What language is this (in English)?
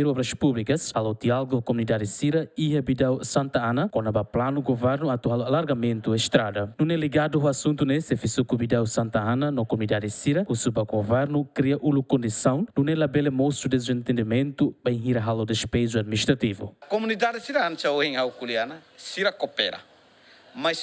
Tetum